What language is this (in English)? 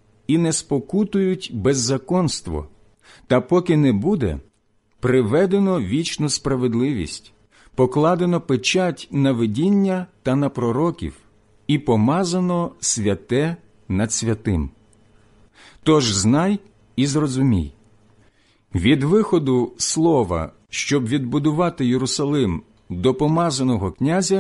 Ukrainian